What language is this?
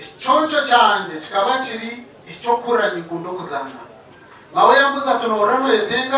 Nyankole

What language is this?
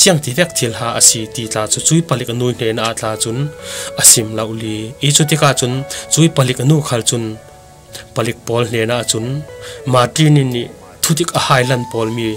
Falam Chin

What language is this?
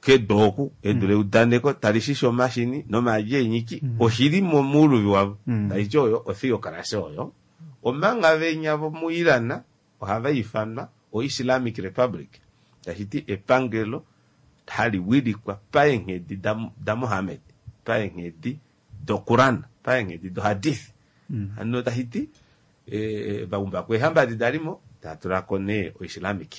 Kuanyama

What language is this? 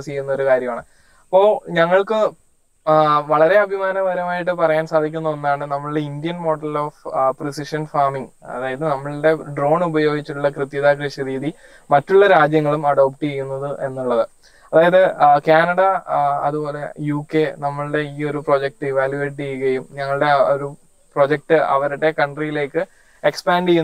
Malayalam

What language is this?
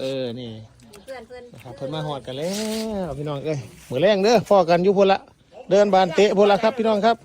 Northeastern Thai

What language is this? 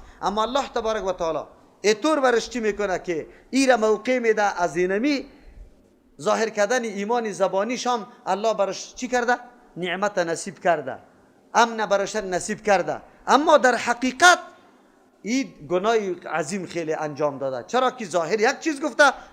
Persian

